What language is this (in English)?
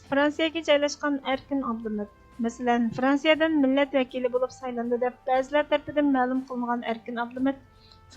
Uyghur